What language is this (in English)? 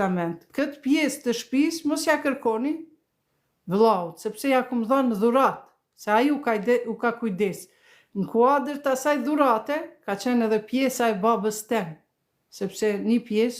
Albanian